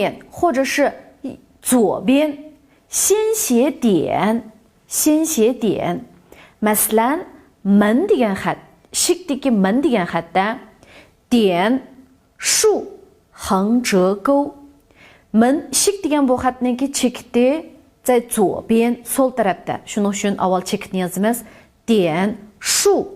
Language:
Uyghur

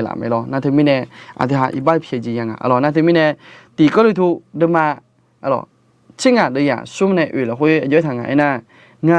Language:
Akha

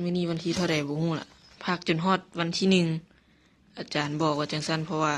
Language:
Lao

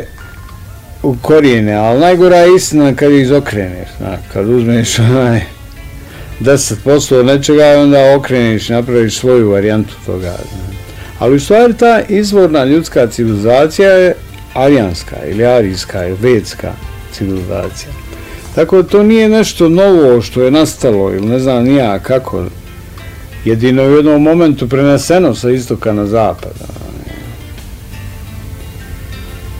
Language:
Bosnian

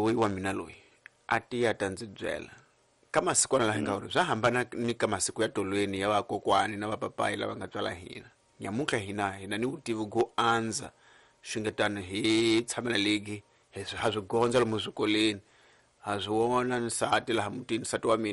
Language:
Tsonga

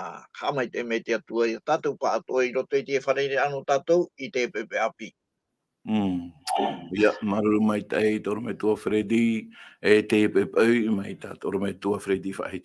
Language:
Tahitian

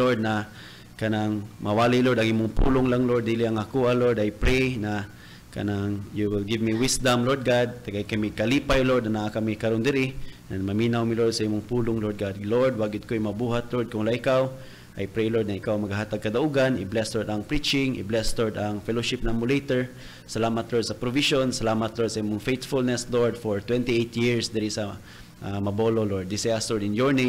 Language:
Cebuano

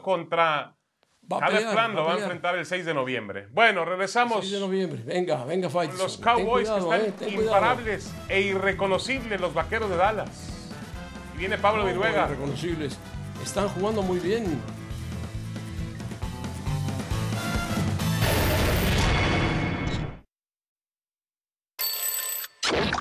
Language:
Spanish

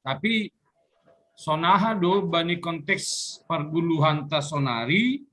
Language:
Batak Simalungun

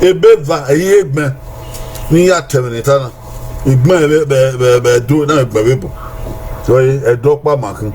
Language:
Bini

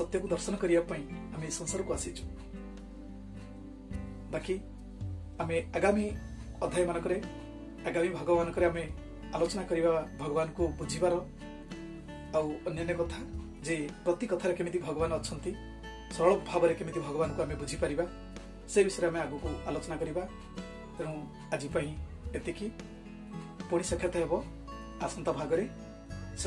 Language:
Odia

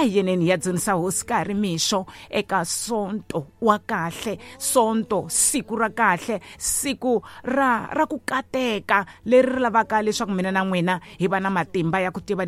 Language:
Tsonga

